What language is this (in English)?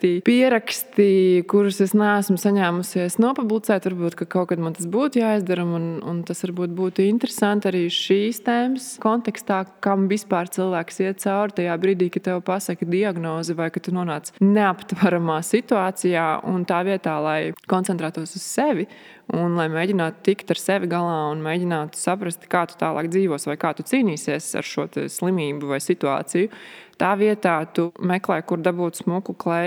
Latvian